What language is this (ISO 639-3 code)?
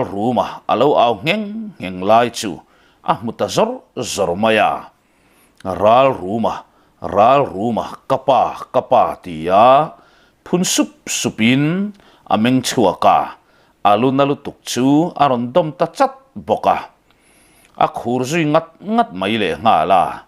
lus